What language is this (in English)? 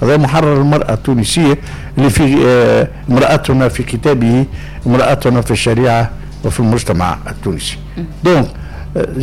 Tunisian Arabic